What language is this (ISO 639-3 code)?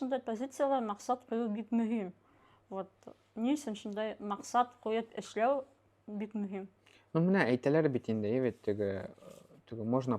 bak